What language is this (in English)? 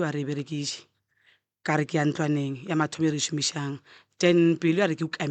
Northern Sotho